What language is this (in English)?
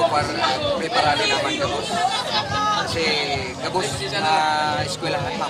Bikol